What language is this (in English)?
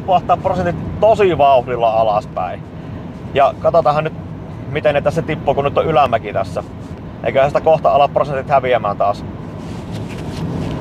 Finnish